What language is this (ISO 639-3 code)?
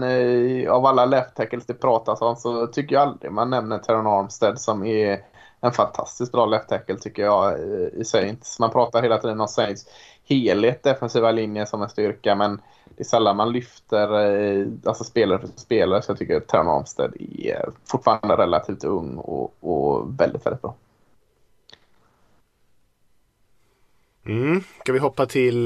swe